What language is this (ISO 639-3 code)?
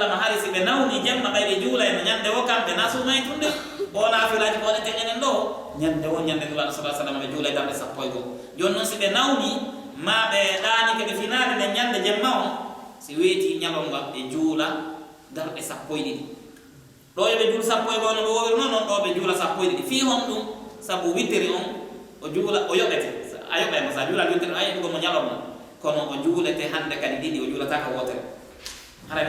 fuf